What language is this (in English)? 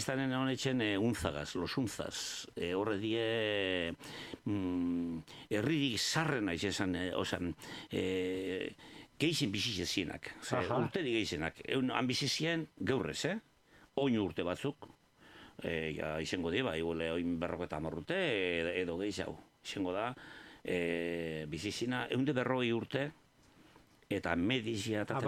Basque